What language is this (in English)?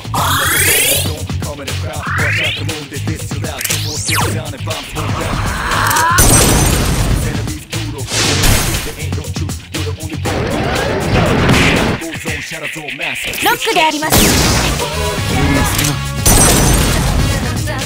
Japanese